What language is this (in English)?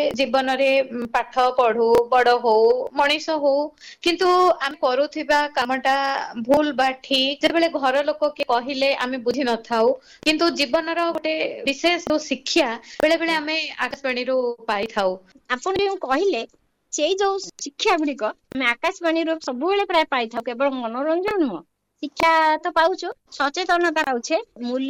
Odia